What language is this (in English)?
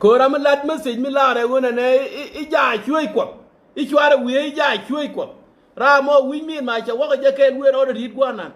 Nuer